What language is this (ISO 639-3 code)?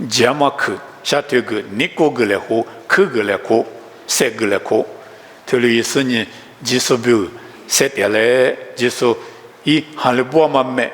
lis